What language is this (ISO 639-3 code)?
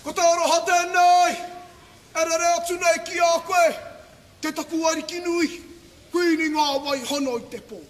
mri